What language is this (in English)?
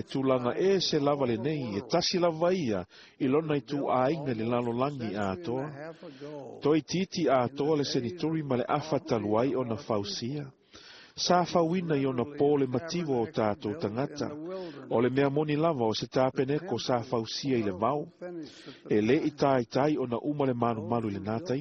Samoan